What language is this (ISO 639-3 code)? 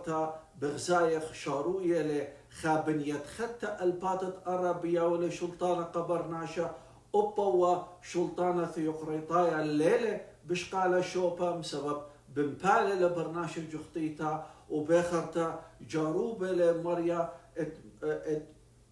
aii